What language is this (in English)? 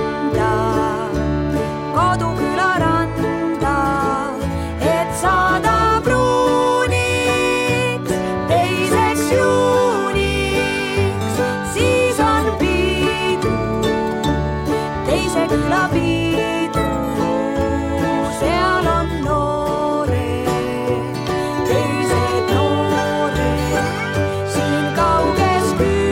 Estonian